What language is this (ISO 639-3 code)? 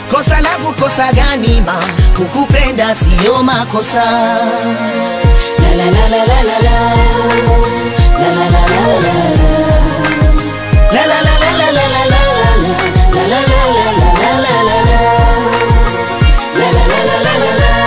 swa